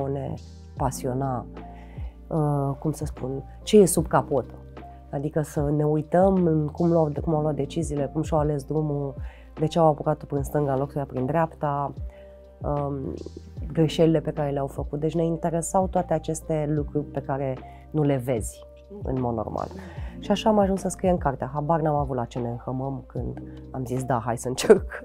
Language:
Romanian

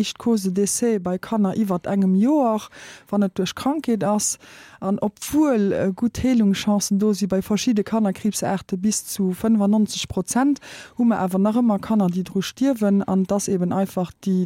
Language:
Luxembourgish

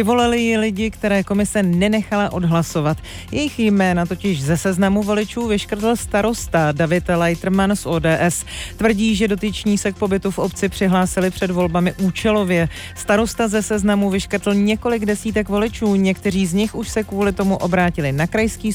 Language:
Czech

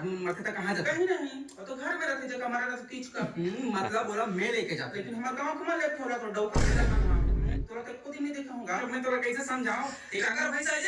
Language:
Chhattisgarhi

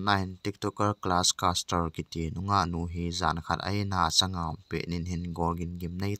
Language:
Thado Chin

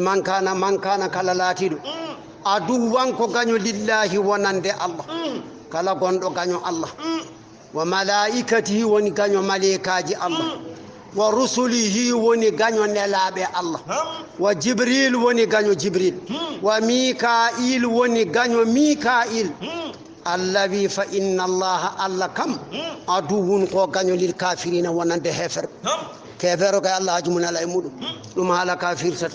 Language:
Fula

